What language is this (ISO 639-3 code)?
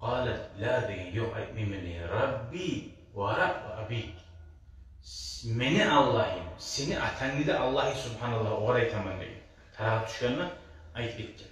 kum